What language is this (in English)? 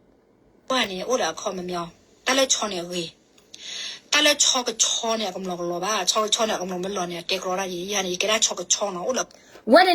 S'gaw Karen